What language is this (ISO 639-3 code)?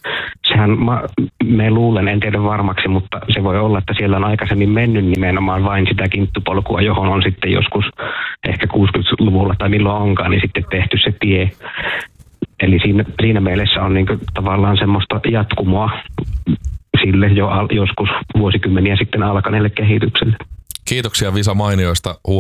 fin